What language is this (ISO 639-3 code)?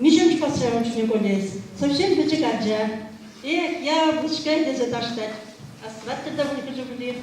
chv